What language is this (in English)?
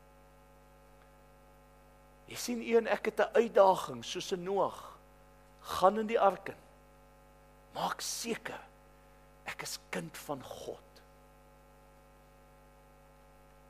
Afrikaans